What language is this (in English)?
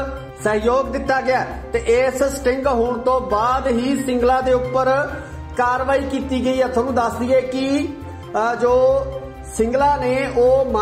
Punjabi